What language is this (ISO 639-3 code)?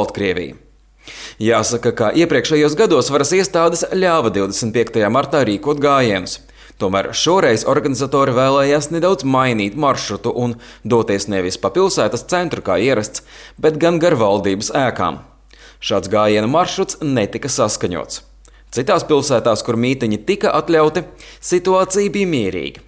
lav